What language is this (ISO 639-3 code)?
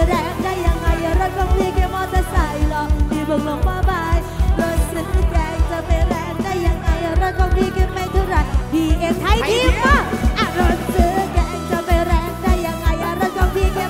tha